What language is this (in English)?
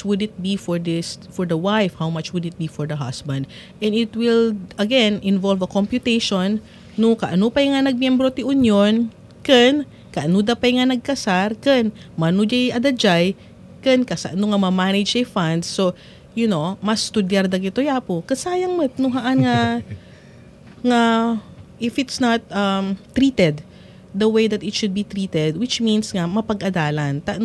Iloko